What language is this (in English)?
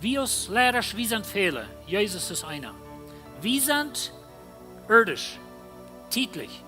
Plautdietsch